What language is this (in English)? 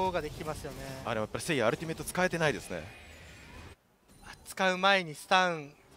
Japanese